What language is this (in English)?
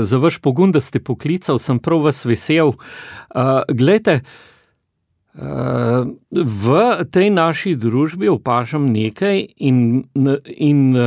Slovenian